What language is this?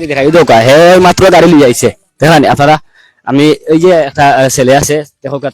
Sylheti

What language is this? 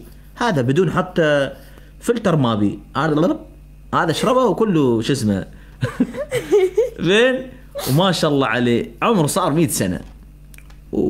Mesopotamian Arabic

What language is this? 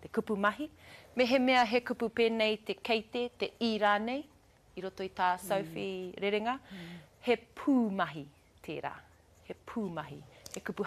Māori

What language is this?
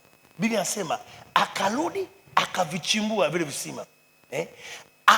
Swahili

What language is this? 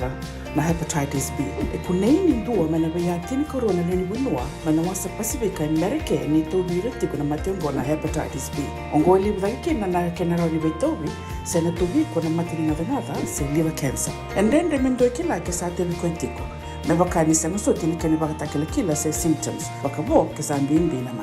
Fijian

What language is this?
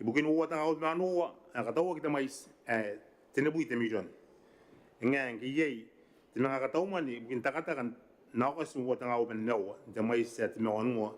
Gilbertese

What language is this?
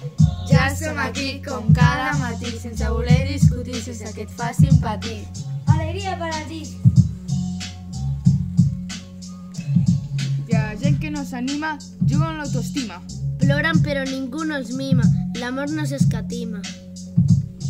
Catalan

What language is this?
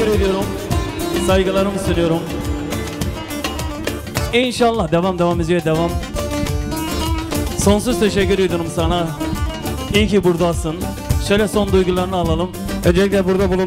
Turkish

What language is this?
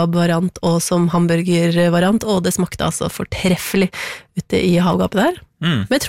Norwegian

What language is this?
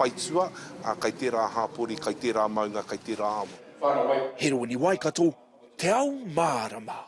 Māori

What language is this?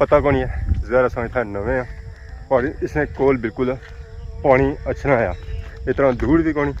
Pahari-Potwari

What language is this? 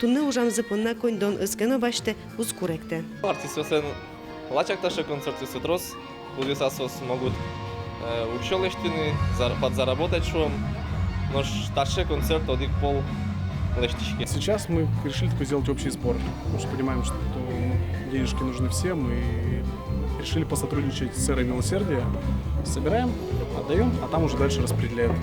Udmurt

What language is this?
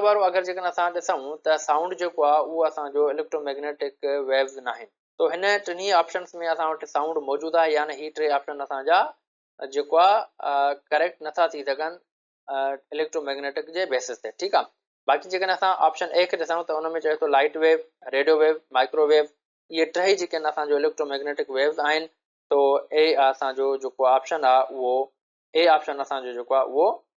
Sindhi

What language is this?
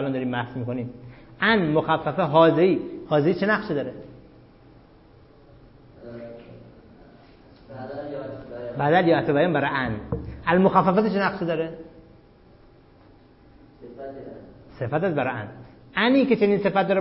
Persian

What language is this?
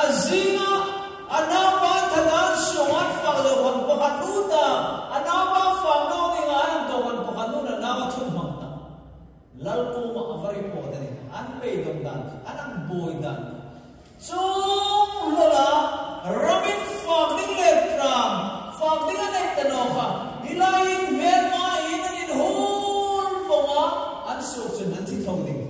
Hmar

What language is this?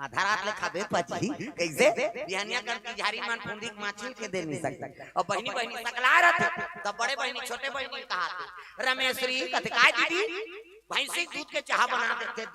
Chhattisgarhi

